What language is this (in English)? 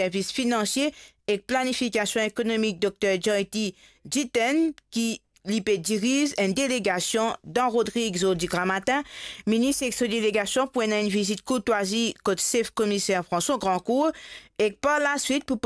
Morisyen